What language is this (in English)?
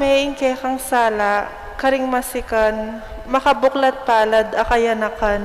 Pampanga